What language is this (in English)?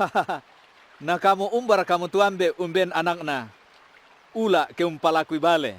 Toraja-Sa'dan